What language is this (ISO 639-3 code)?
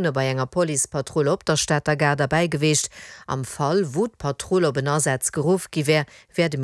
ltz